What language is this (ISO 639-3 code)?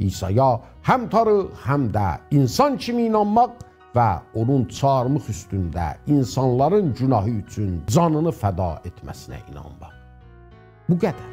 azb